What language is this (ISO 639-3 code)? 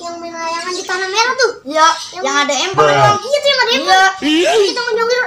bew